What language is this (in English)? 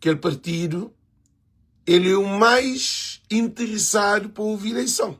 Kabuverdianu